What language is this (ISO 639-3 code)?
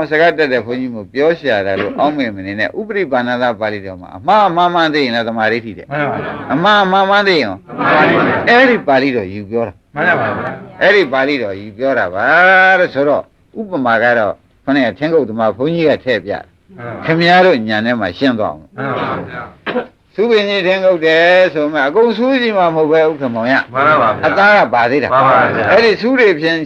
mya